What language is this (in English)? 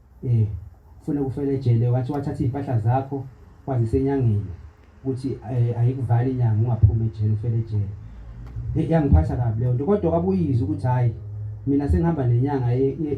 Zulu